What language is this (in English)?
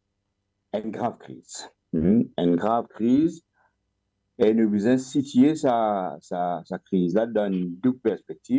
Morisyen